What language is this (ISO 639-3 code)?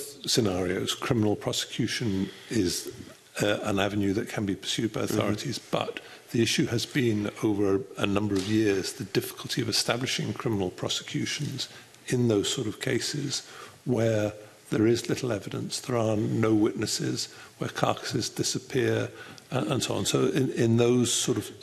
eng